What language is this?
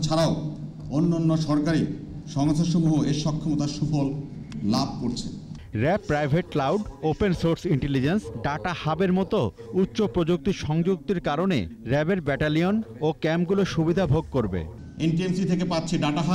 Bangla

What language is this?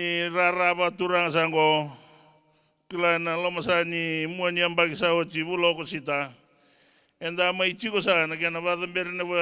Fijian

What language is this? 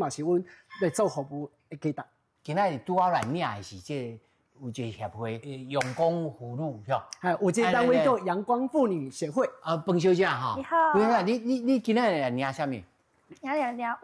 Min Nan Chinese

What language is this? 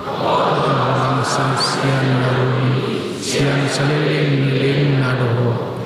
Batak Toba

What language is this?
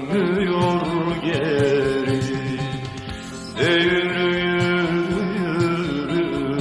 Turkish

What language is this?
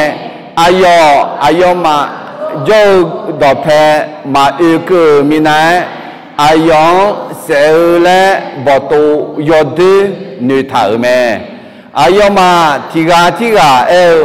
Akha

